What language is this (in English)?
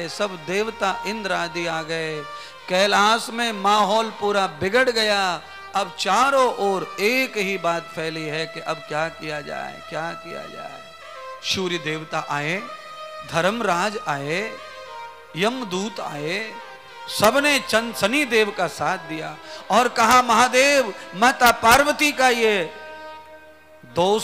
Hindi